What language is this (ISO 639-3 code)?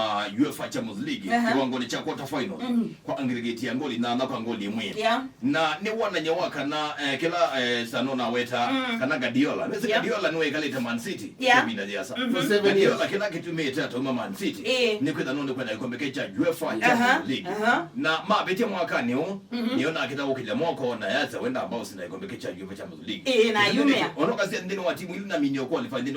kam